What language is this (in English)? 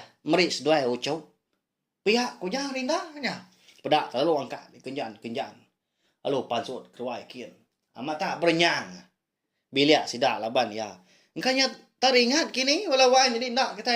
Iban